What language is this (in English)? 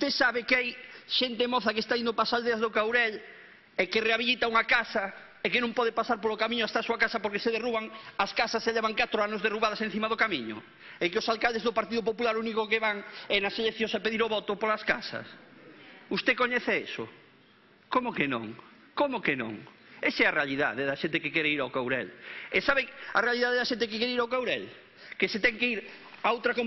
Galician